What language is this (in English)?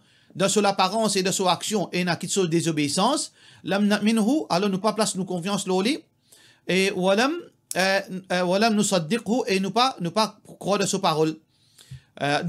Morisyen